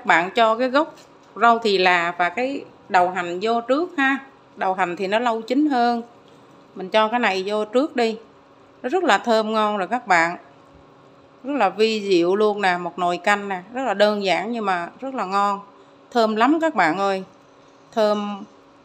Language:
Vietnamese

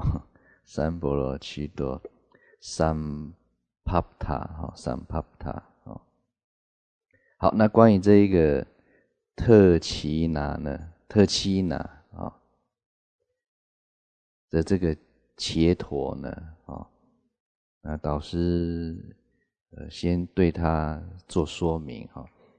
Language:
Chinese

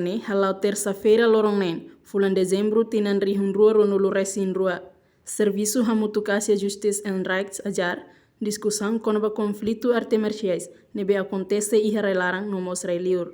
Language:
Tetum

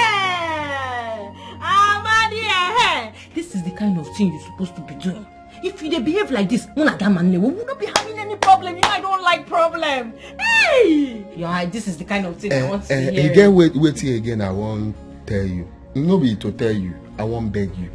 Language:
Nigerian Pidgin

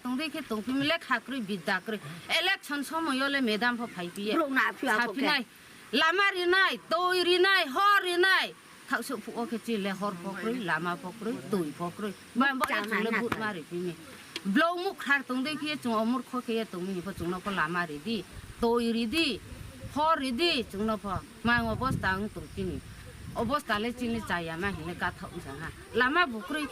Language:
Riang (India)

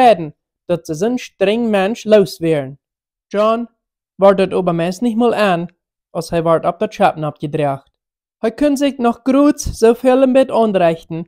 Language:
Plautdietsch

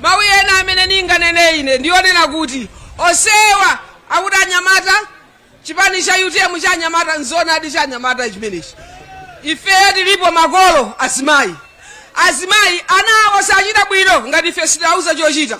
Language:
Nyanja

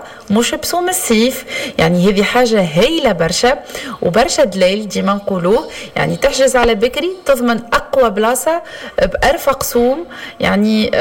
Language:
Tunisian Arabic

